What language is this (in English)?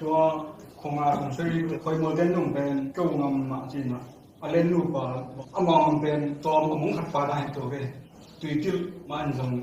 Tedim Chin